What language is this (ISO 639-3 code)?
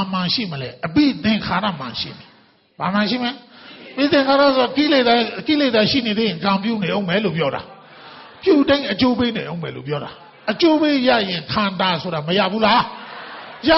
mya